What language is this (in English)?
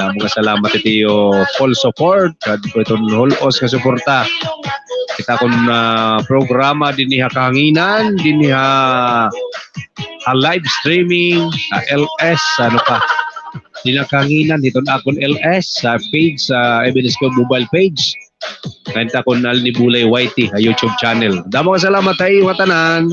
Waray